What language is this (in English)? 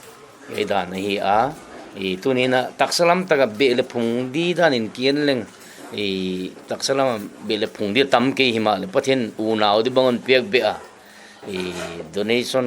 Paite Chin